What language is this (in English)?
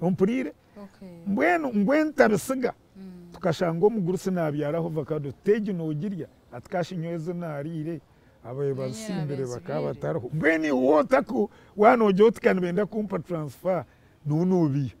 Nyankole